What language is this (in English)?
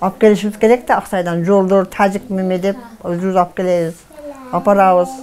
Kyrgyz